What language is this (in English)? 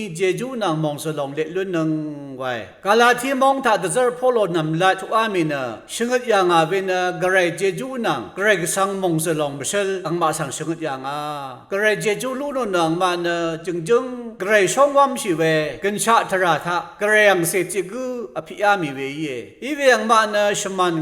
Rawang